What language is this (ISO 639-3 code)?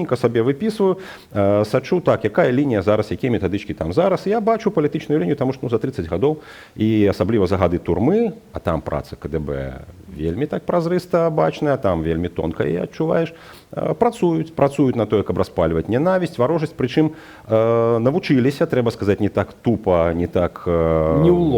bel